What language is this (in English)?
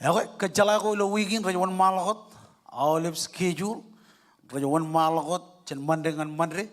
Marshallese